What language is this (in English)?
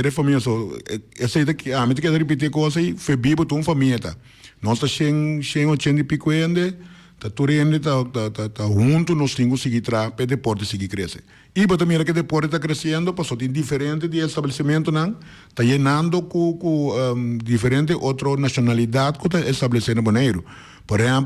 Papiamento